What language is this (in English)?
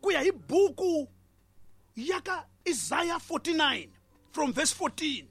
Tsonga